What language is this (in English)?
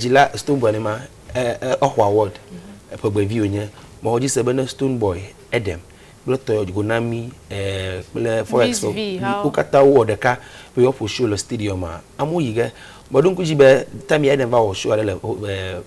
Ewe